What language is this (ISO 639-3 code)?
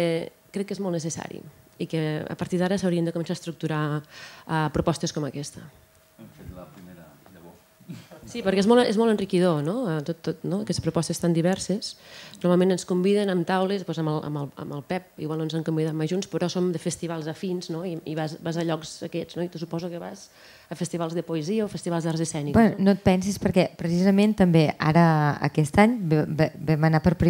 cat